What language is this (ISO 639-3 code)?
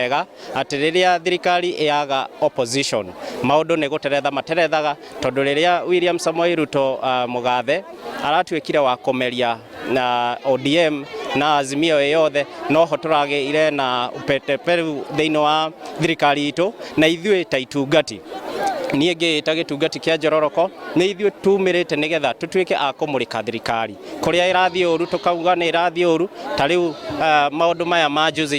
kik